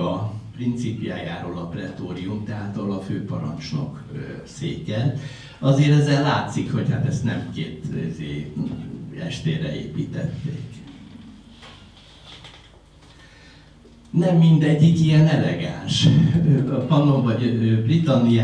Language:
Hungarian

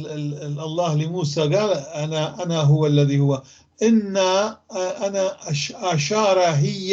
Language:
North Levantine Arabic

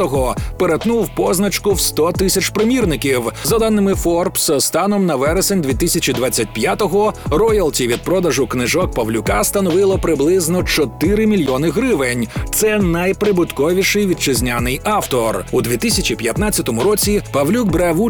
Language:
Ukrainian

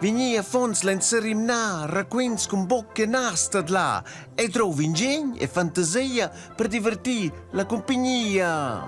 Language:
Romansh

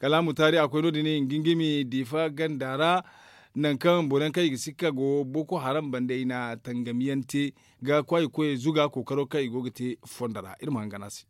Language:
Zarma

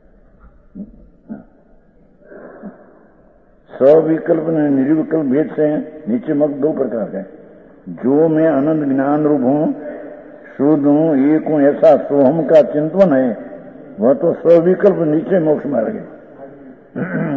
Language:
Gujarati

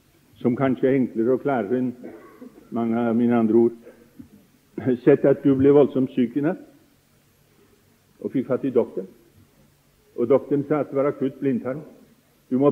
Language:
Norwegian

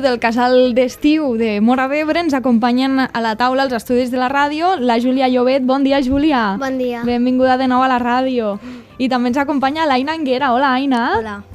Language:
Catalan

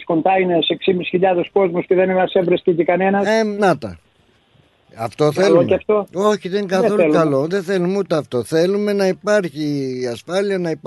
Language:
Greek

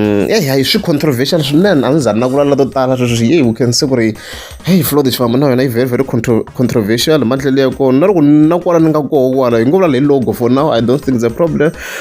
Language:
Tsonga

